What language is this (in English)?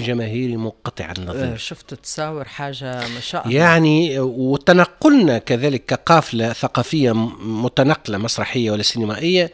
Tunisian Arabic